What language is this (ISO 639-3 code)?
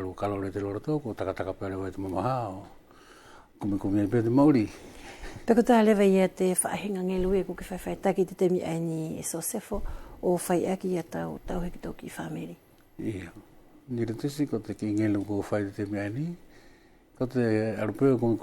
wls